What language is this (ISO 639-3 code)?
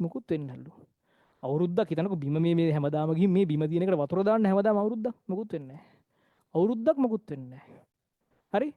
sin